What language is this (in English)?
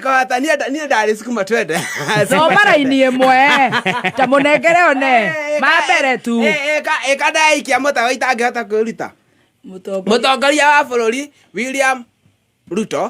Kikuyu